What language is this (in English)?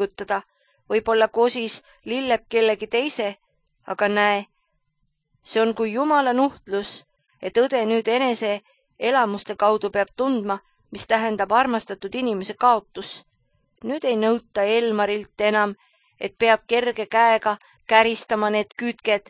Estonian